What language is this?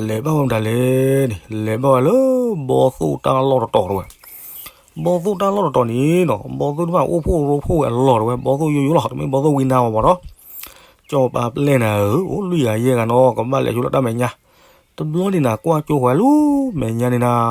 S'gaw Karen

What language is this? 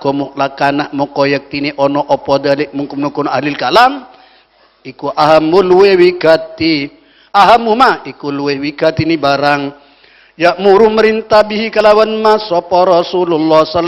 Madurese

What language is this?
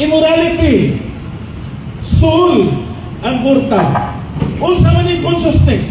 Cebuano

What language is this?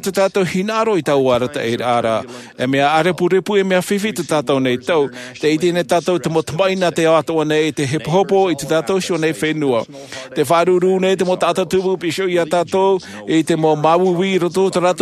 Tahitian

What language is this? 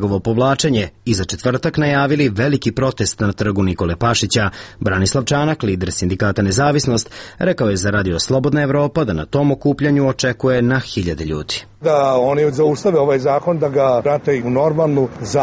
Serbian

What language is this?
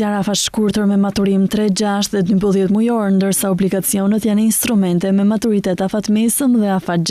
Albanian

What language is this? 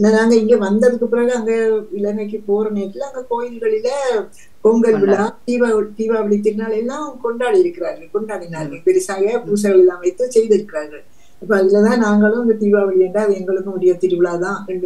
Tamil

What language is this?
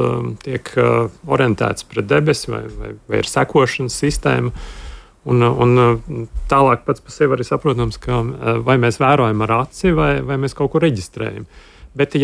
Latvian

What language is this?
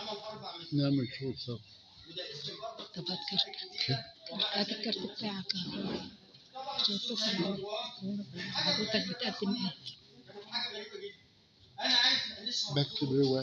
Egyptian Arabic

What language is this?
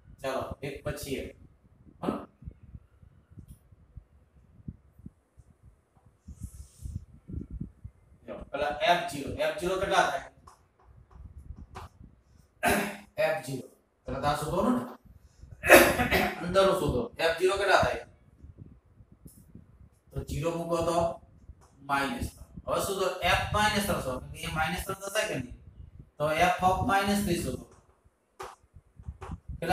Gujarati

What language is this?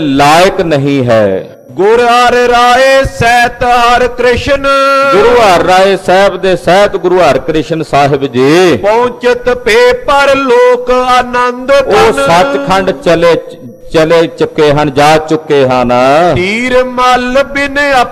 Punjabi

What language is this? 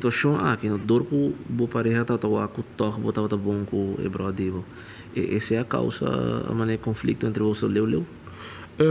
Papiamento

